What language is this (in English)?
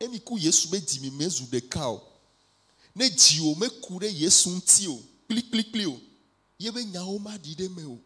Ewe